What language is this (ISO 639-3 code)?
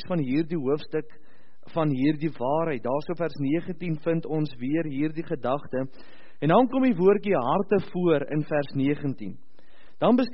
afr